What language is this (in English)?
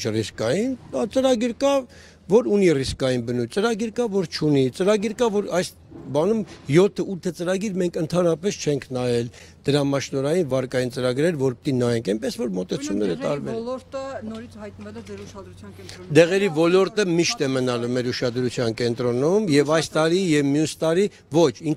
Armenian